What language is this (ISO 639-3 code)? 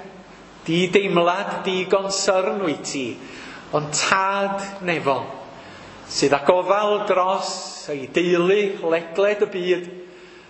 cym